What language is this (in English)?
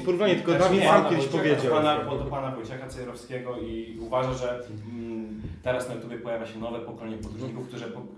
Polish